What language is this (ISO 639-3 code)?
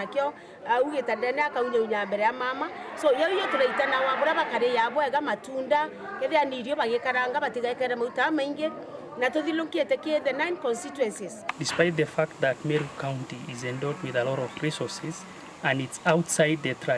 mer